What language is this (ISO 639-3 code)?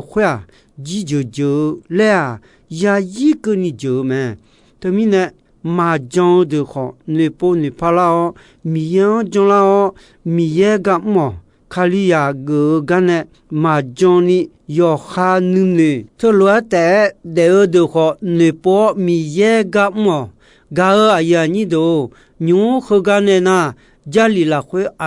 ahk